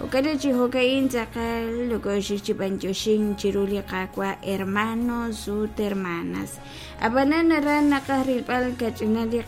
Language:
Kekchí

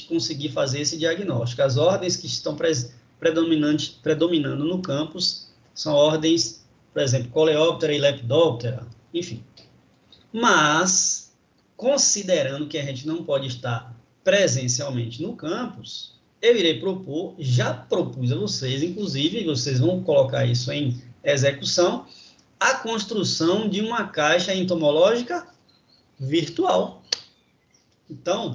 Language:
Portuguese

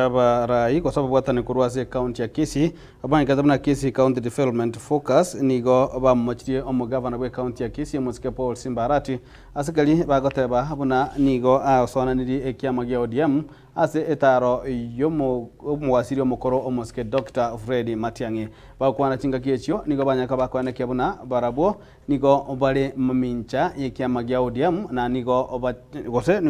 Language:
Gusii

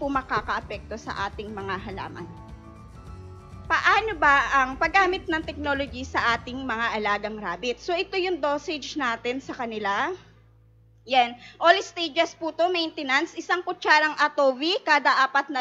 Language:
Filipino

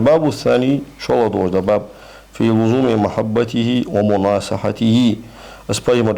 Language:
Ingush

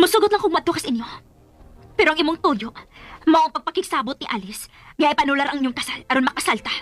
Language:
Cebuano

